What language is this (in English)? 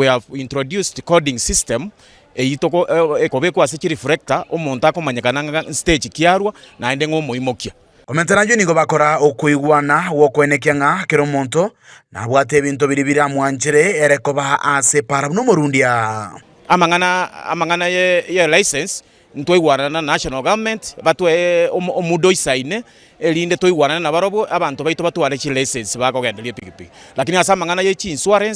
Gusii